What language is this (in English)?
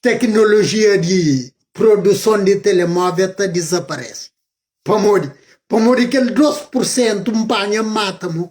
Kabuverdianu